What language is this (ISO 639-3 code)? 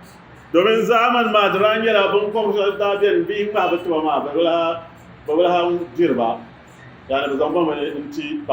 dag